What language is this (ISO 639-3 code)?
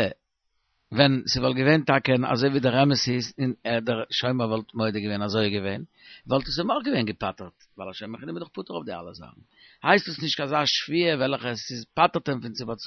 yid